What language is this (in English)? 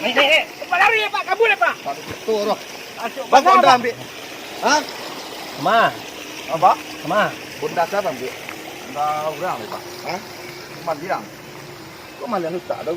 Minangkabau